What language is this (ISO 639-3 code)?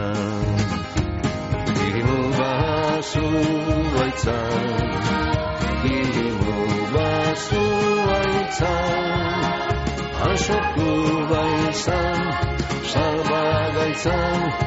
eus